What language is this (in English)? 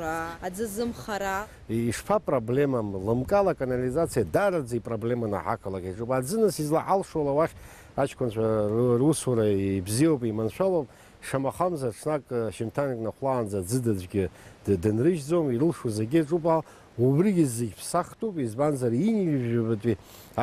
Abkhazian